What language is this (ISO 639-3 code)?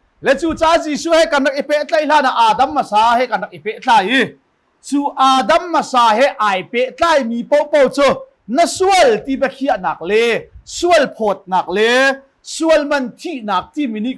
cnh